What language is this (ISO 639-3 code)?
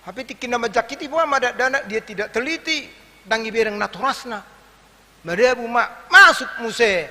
bbc